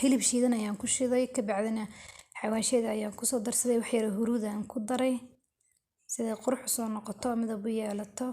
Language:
Somali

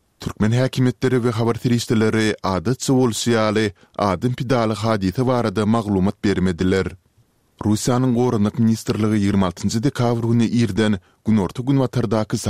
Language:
Turkmen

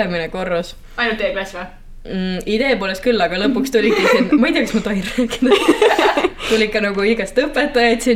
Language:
Estonian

